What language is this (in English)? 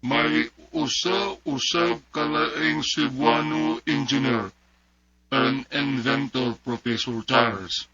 Cebuano